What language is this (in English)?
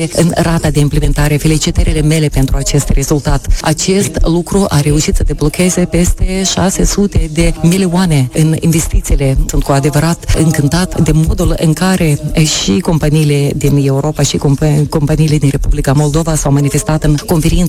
Romanian